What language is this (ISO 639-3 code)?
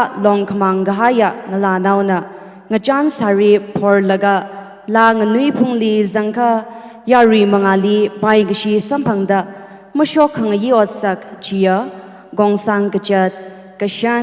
nmf